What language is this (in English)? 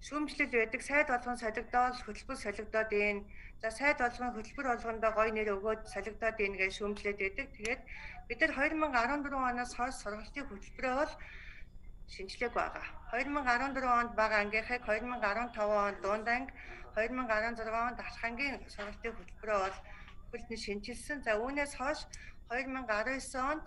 Mongolian